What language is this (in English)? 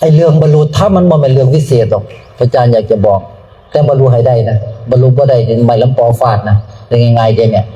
Northeastern Thai